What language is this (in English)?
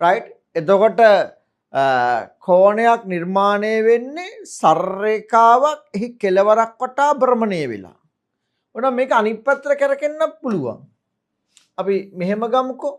Sinhala